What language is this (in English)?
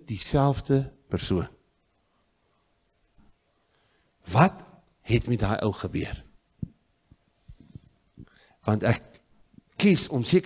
Afrikaans